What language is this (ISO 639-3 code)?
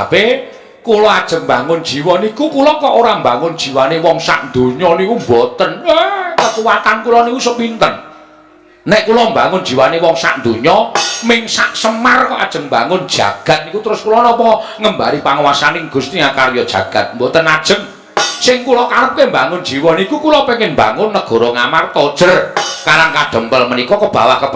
jav